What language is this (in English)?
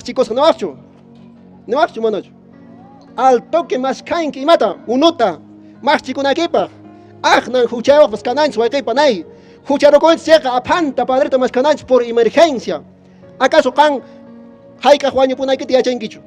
Quechua